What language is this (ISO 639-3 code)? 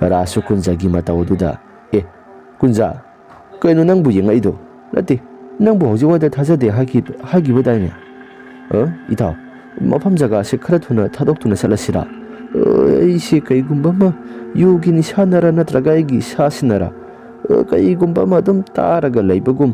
mni